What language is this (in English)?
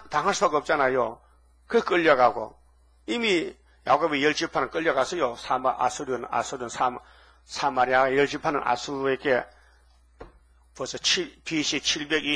Korean